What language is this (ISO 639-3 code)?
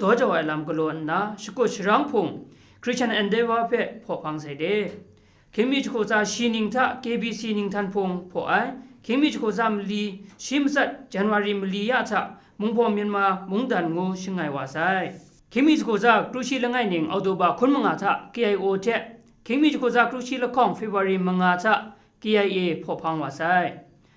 kac